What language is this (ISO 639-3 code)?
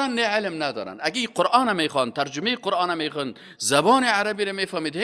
fas